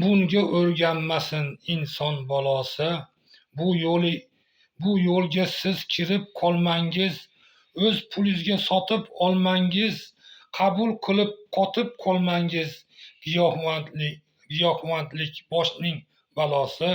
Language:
Uzbek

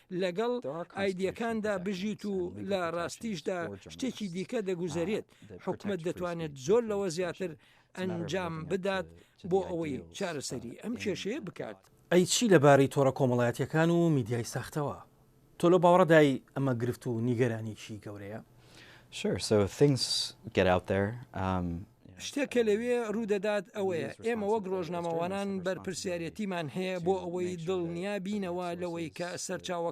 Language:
Central Kurdish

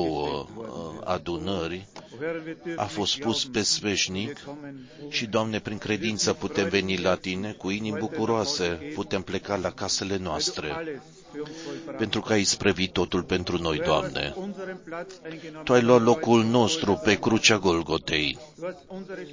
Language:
Romanian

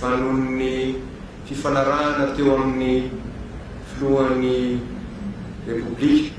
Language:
Malagasy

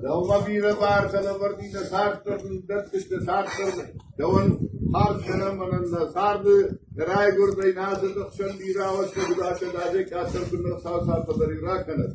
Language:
Ossetic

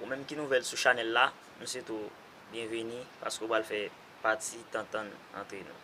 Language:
Haitian Creole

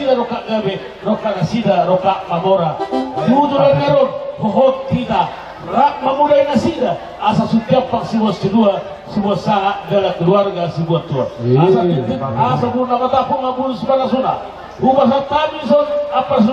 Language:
Batak Toba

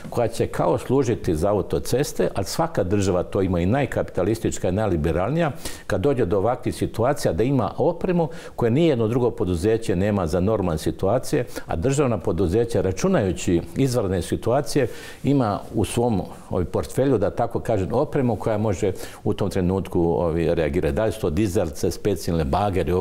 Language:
Croatian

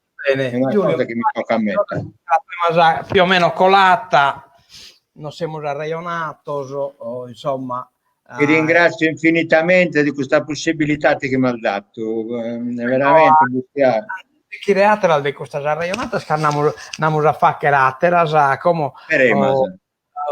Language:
Sardinian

